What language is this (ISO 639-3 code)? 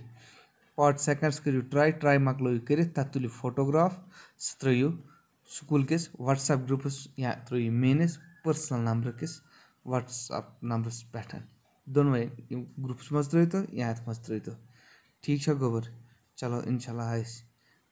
kas